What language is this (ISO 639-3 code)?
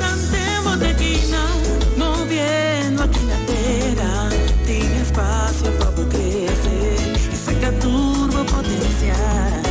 pap